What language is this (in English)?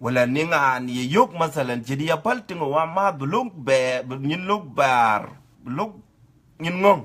Dinka